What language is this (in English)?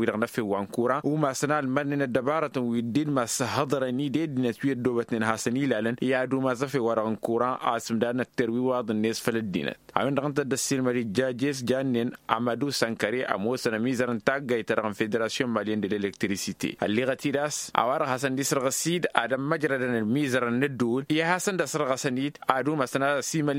Tamasheq